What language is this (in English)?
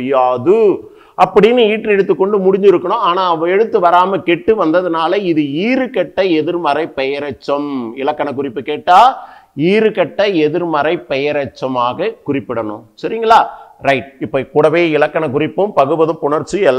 Tamil